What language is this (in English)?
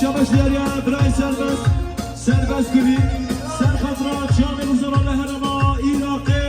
Kurdish